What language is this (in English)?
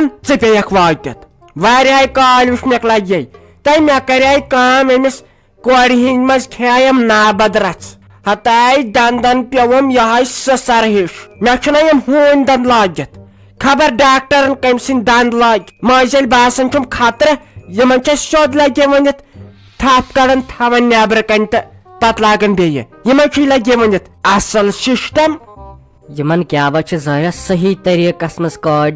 Kashmiri